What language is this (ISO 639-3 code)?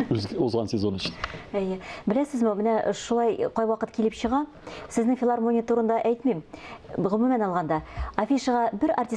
tat